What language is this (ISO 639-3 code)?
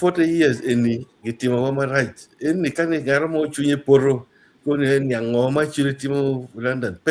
ach